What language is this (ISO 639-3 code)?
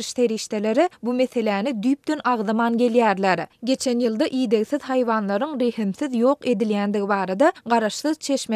tuk